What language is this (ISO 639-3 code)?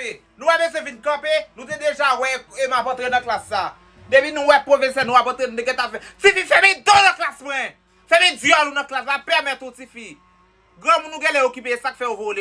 hat